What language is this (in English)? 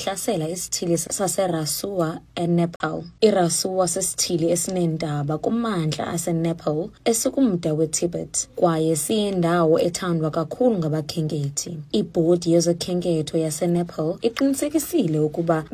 Xhosa